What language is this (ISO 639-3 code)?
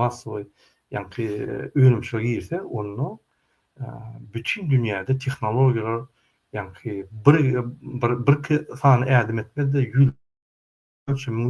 tuk